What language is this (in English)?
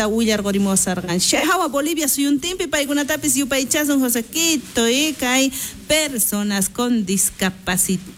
South Bolivian Quechua